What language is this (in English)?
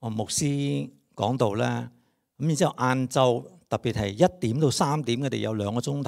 Cantonese